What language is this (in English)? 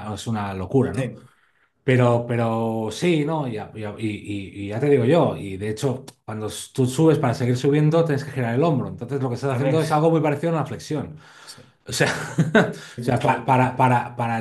Spanish